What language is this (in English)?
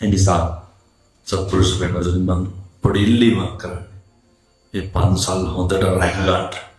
Sinhala